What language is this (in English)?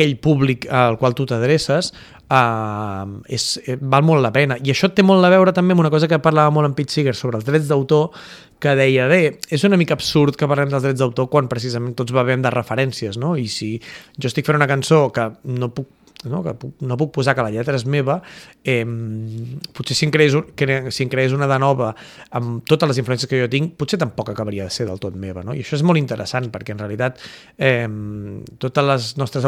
Catalan